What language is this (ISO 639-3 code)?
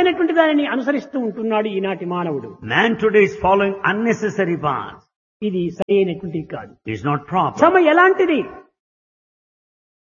tel